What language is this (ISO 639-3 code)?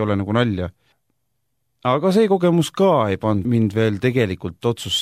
est